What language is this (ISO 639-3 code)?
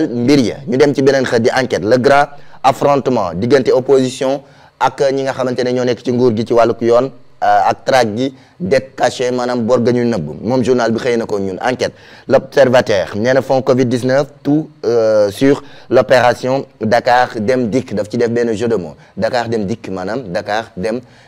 wol